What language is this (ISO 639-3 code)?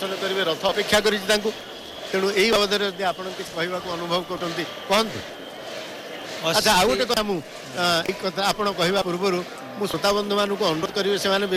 ori